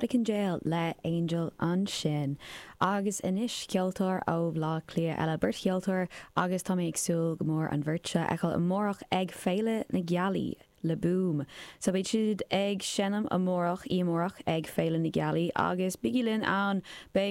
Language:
Irish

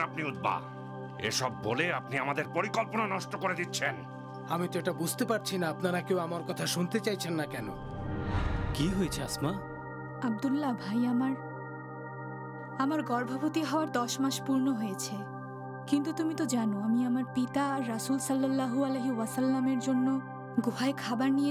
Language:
Bangla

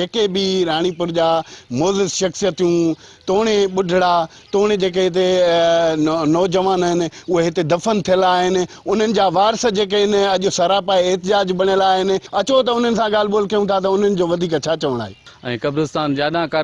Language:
Sindhi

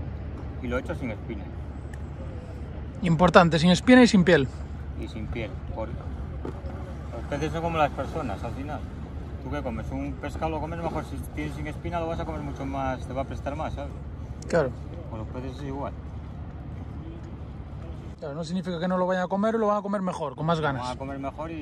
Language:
Spanish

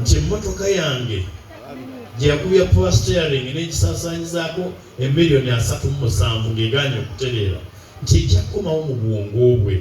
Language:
Ganda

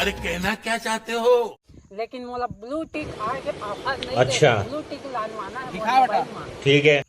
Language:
Chhattisgarhi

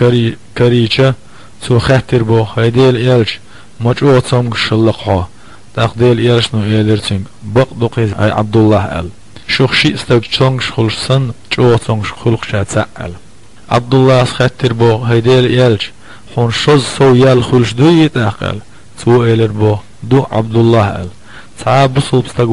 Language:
Chechen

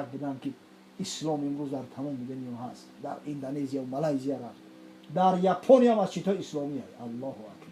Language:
Tajik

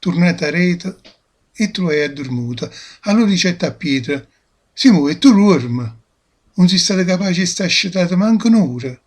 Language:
Neapolitan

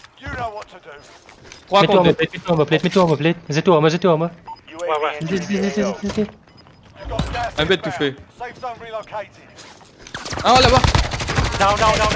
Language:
Morisyen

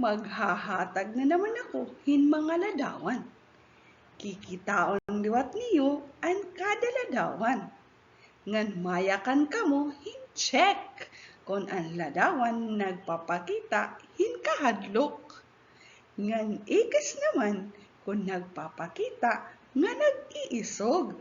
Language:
Waray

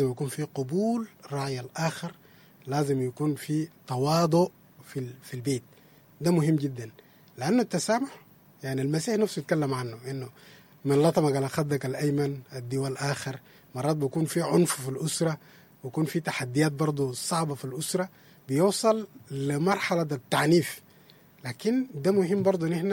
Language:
Sudanese Arabic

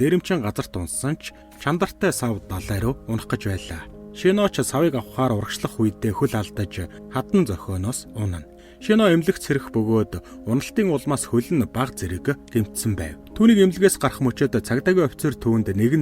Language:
Mongolian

